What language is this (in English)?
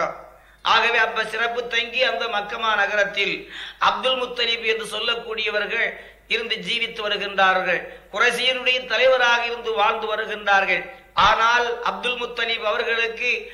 Tamil